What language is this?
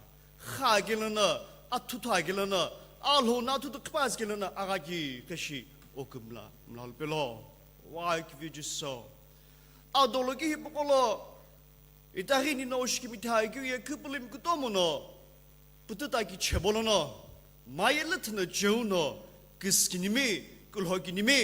Sumi Naga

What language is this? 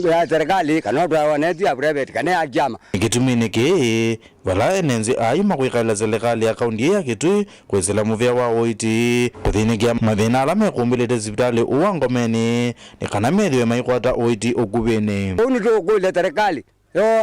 Kamba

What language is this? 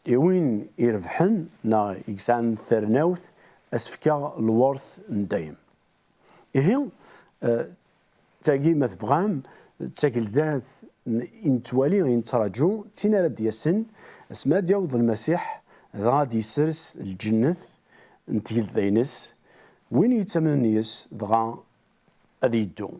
Kabyle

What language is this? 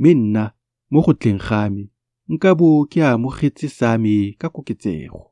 Tswana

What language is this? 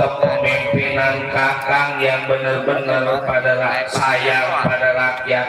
Betawi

